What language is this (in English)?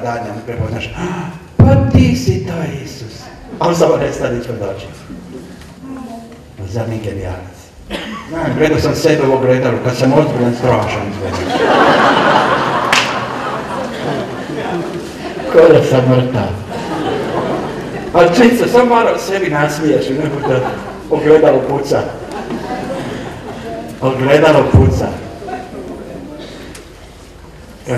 Croatian